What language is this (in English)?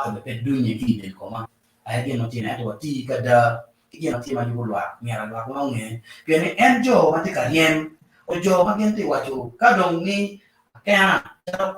Acoli